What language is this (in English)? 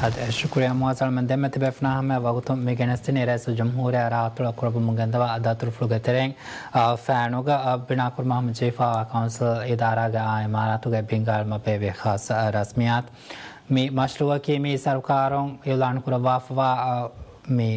Divehi